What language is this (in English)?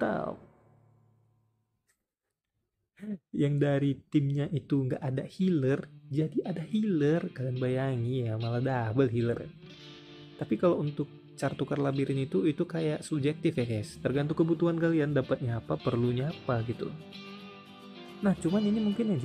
Indonesian